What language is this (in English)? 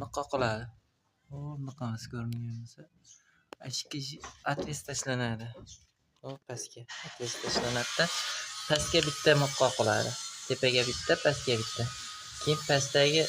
Uzbek